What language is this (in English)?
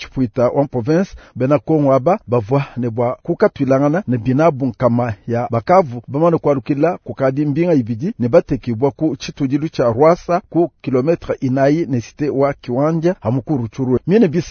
Luba-Lulua